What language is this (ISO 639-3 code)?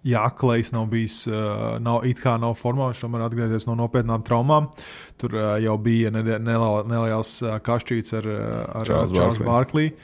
lav